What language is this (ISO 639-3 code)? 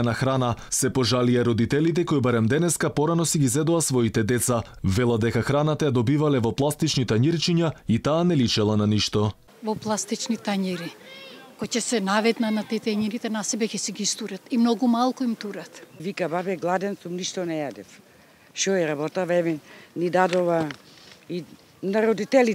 mkd